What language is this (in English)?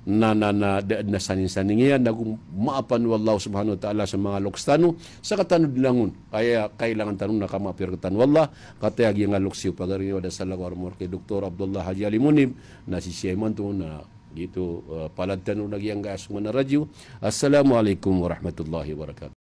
Maranao